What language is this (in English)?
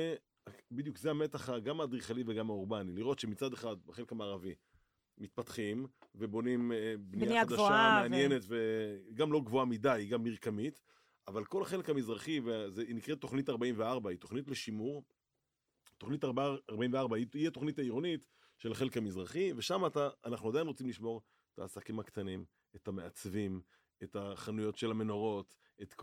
Hebrew